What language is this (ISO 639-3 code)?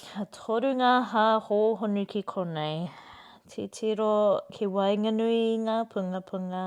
mri